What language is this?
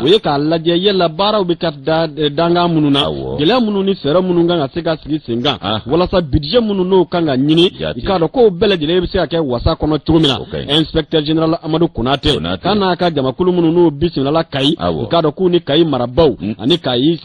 Bambara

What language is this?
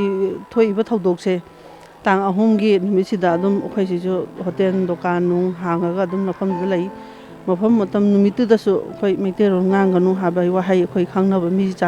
Manipuri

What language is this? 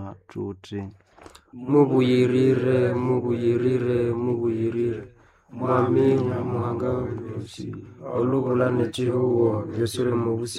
Nande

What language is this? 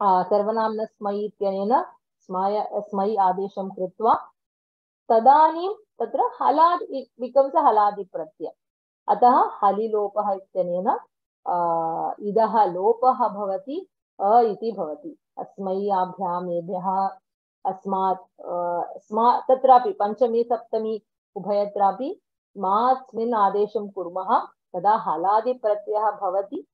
Sanskrit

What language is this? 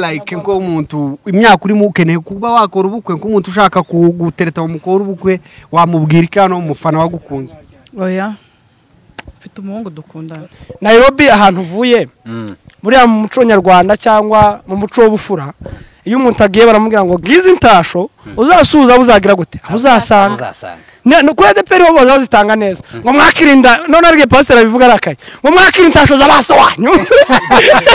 Kinyarwanda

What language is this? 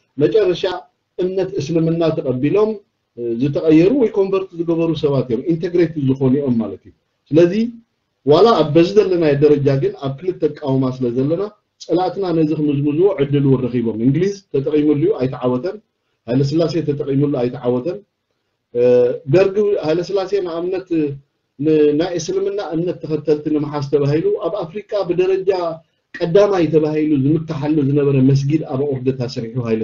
Tigrinya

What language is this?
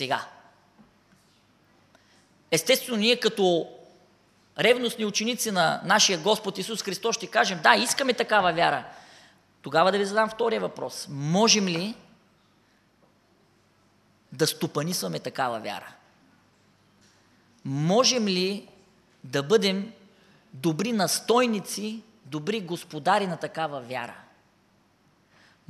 Bulgarian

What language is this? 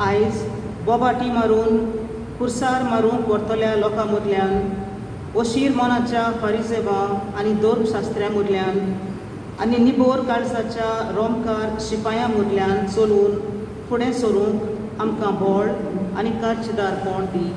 Konkani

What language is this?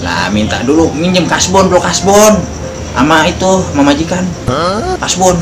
Betawi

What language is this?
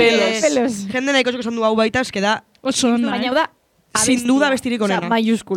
Basque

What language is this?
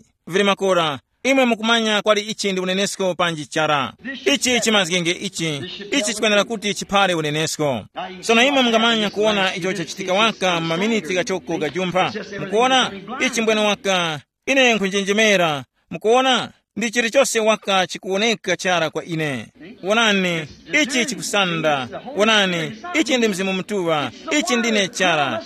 Tumbuka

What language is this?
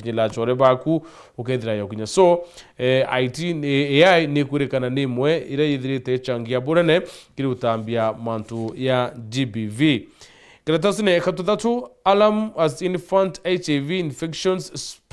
Meru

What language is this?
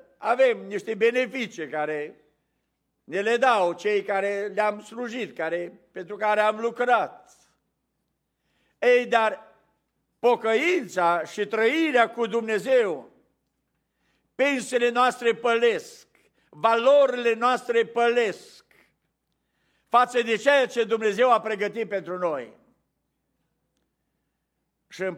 Romanian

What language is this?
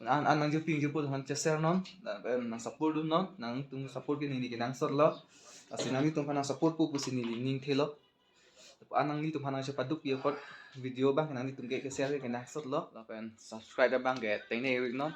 Karbi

